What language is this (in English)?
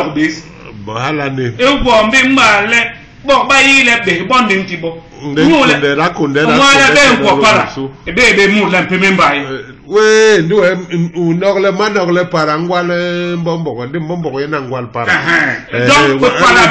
Basaa